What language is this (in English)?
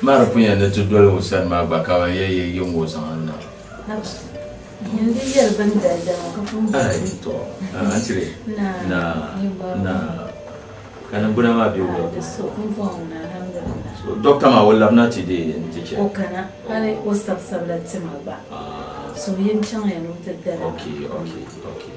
Dagbani